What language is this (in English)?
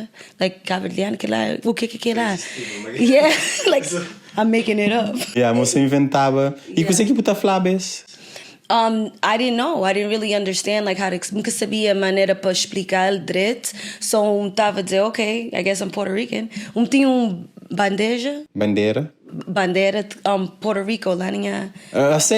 Kabuverdianu